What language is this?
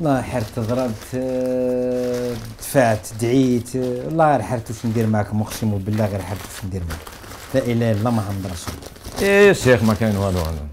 Algerian Arabic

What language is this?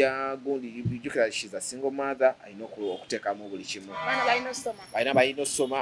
Ganda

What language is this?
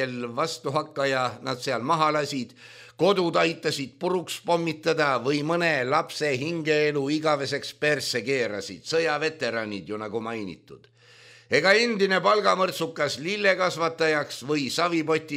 Estonian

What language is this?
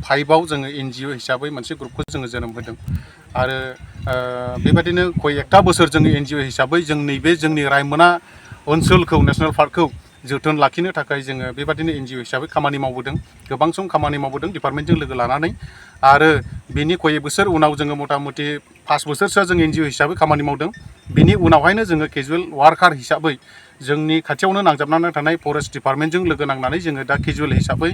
Bodo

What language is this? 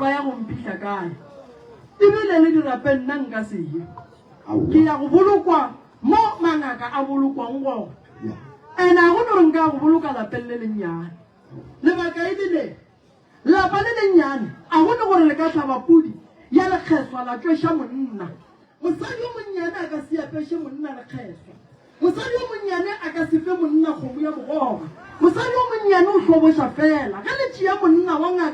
Northern Sotho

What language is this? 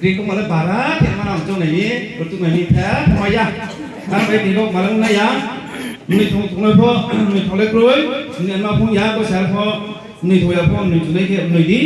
Riang (India)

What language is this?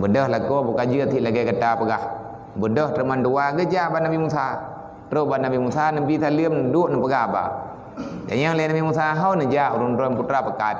Achinese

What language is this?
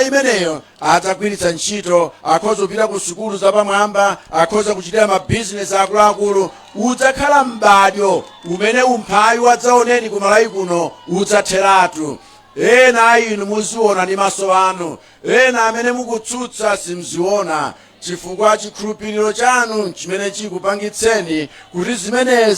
Nyanja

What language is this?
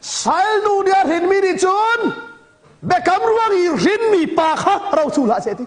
Hakha Chin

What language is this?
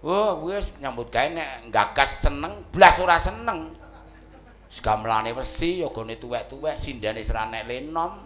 Javanese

